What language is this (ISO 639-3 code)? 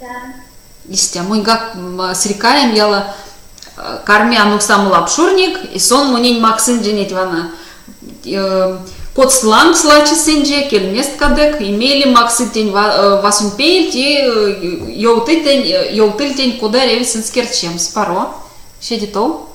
myv